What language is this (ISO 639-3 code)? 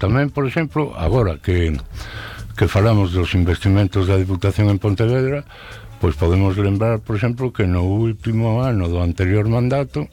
glg